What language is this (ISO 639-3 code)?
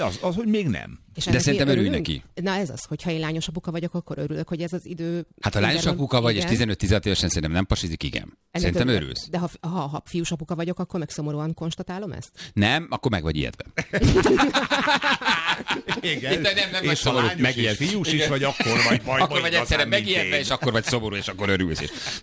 hun